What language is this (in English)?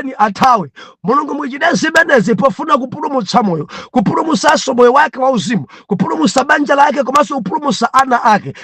Nyanja